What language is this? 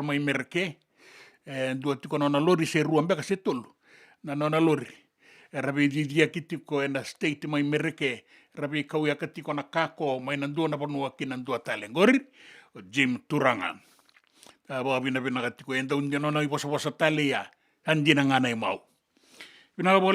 Fijian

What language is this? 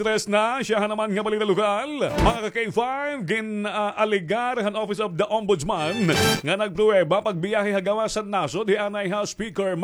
Waray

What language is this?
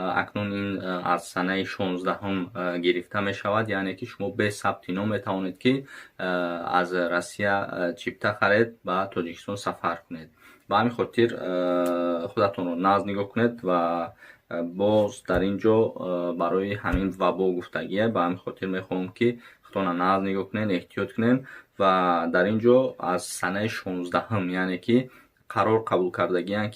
Tajik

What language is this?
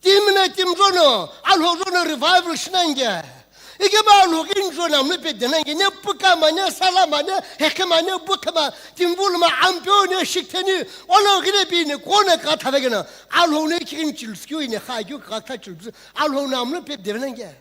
Sumi Naga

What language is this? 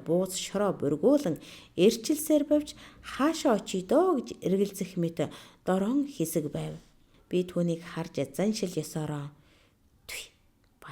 Mongolian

